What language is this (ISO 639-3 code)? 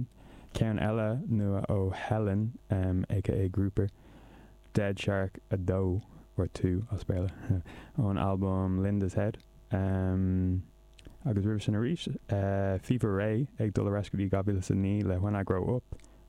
gle